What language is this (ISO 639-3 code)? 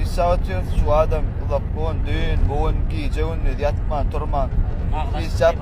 tuk